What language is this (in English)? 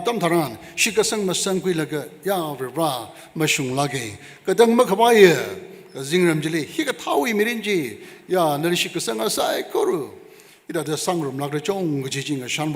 Tangkhul Naga (India)